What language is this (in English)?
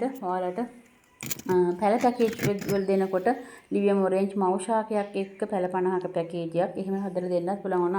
Sinhala